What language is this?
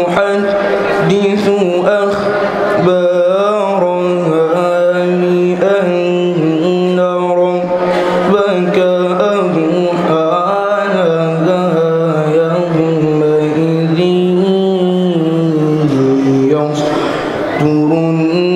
Arabic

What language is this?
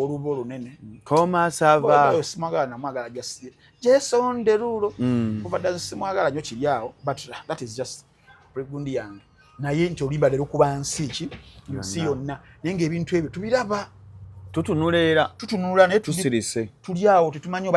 Ganda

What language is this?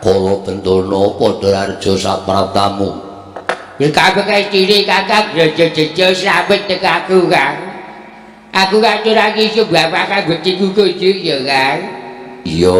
Javanese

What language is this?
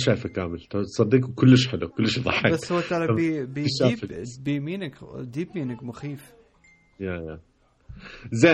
Mesopotamian Arabic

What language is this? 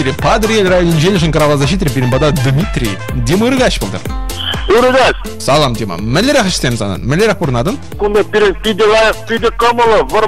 Chuvash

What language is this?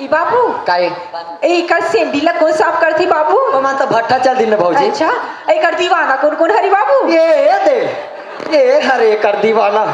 Chhattisgarhi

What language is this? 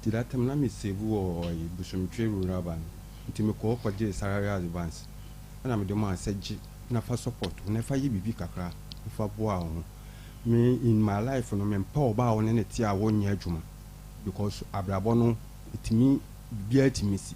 Akan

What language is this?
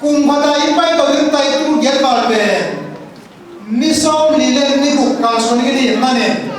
Tedim Chin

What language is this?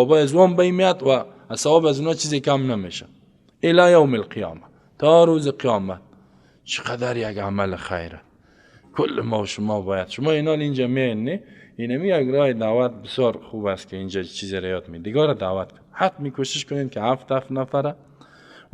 Persian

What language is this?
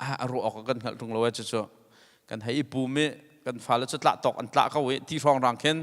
Hakha Chin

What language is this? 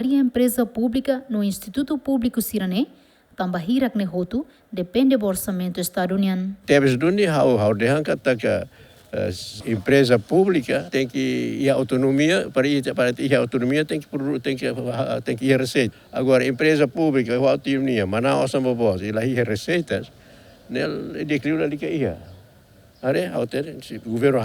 Tetum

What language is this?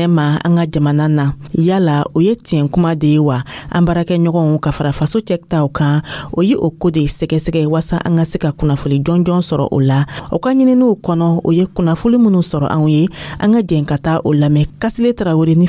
Dyula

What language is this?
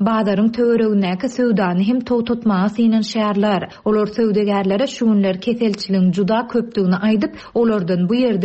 Turkmen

